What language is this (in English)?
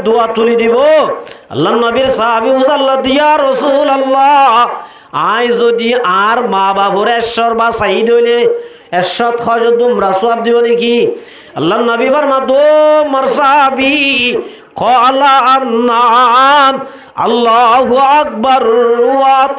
Rohingya